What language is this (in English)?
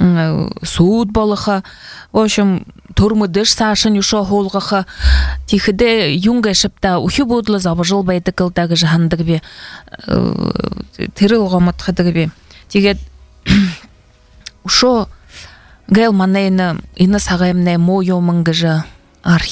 Buriat